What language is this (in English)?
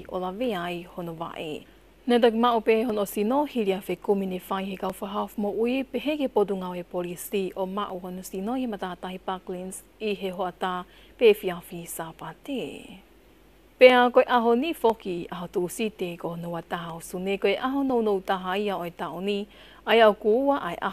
Tongan